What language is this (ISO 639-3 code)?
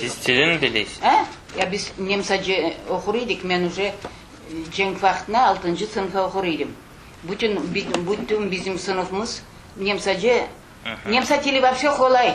crh